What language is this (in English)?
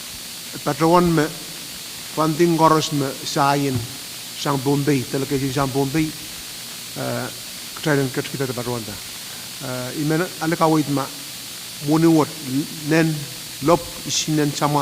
Pohnpeian